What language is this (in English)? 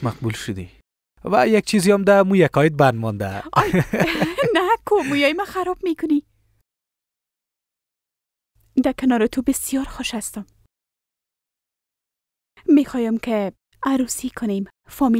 Persian